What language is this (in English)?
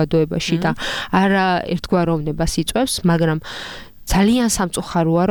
Georgian